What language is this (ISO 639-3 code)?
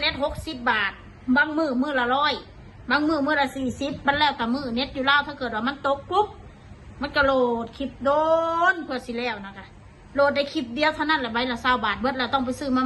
lao